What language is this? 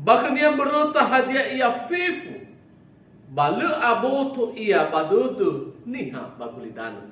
Nias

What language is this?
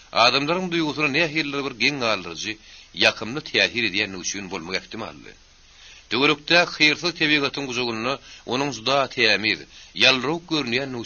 Turkmen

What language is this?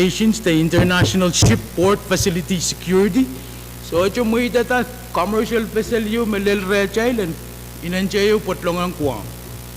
Pohnpeian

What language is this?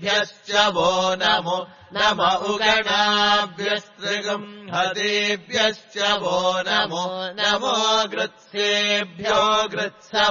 Sanskrit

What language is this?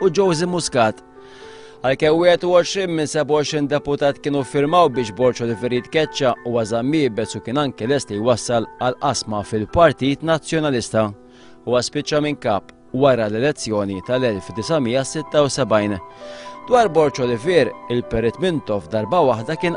Maltese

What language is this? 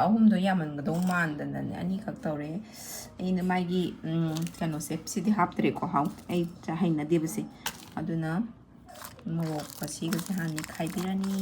Manipuri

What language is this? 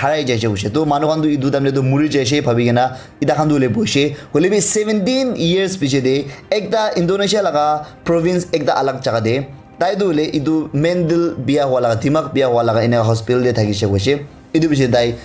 Naga Pidgin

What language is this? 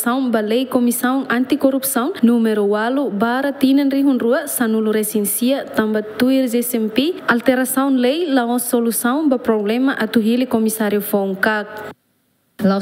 Tetum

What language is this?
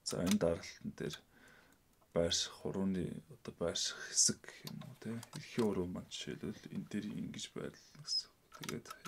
Mongolian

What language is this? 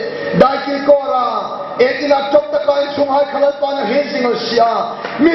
Hmar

